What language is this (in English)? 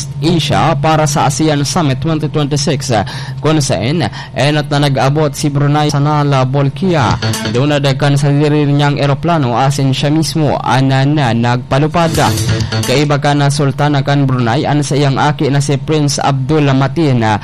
Bikol